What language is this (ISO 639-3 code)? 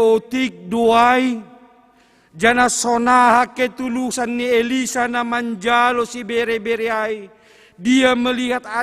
bts